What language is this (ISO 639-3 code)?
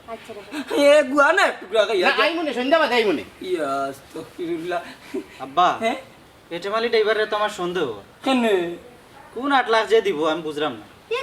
syl